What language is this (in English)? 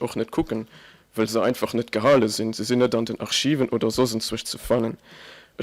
Luxembourgish